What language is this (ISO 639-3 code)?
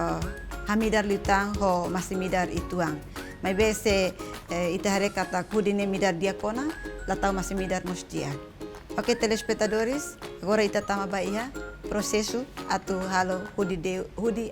tet